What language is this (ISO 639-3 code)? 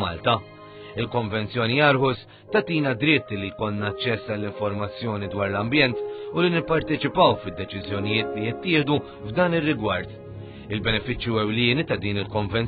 mlt